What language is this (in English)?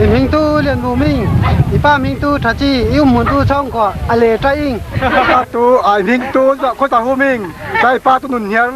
Falam Chin